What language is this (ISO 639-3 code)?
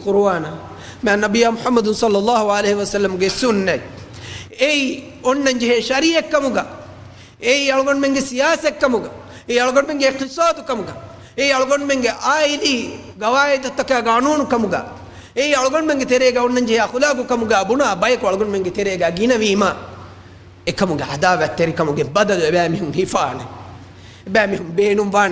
div